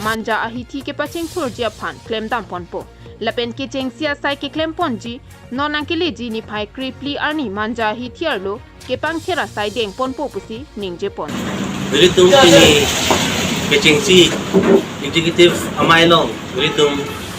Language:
Karbi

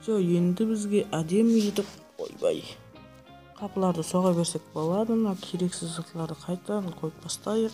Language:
Kara-Kalpak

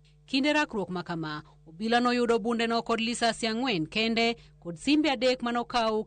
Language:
Luo (Kenya and Tanzania)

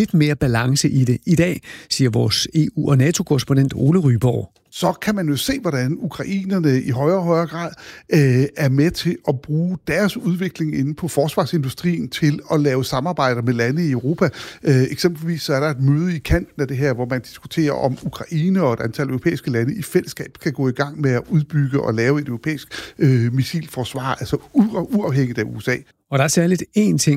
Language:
Danish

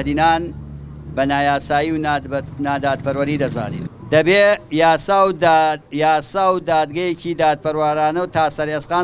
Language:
Central Kurdish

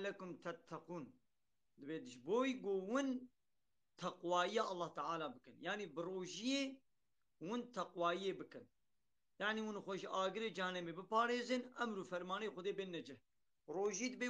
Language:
Kurdish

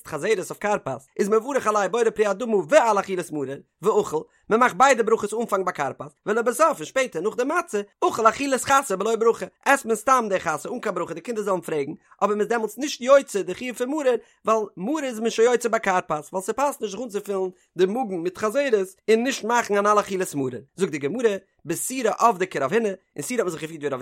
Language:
Yiddish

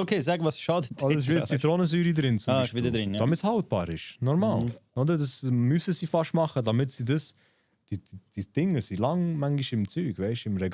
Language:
Swiss German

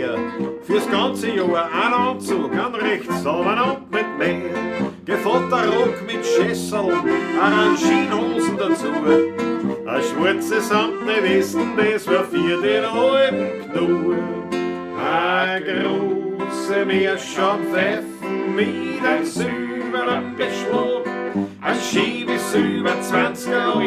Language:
Bavarian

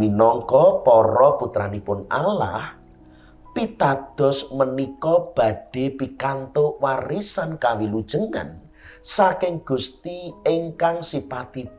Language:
Javanese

